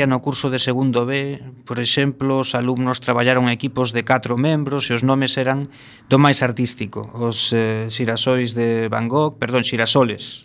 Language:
Galician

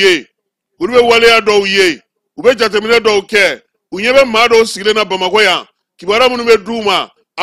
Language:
Bambara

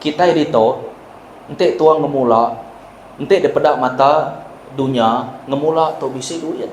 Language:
Iban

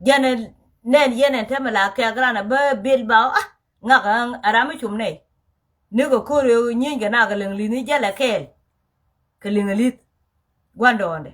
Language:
Nuer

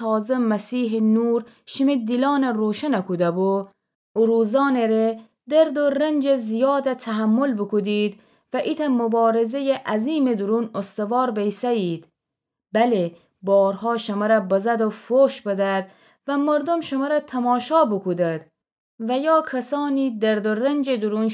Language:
Gilaki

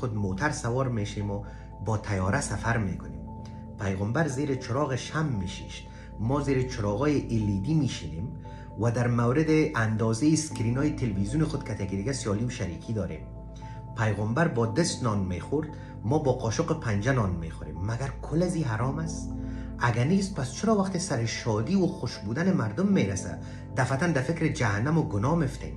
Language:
Persian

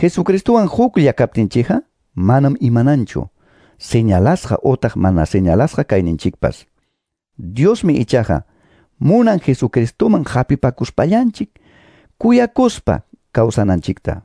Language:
Quechua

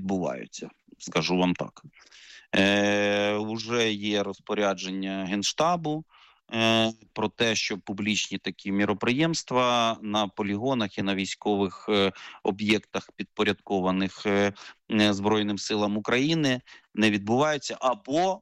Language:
Ukrainian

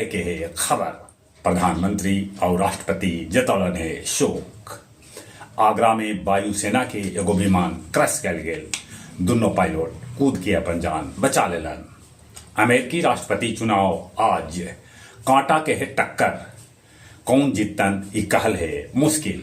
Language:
Magahi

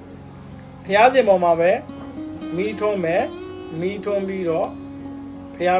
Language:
Burmese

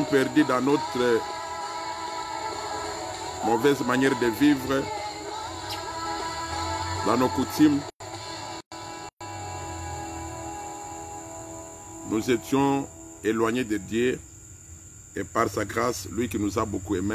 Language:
French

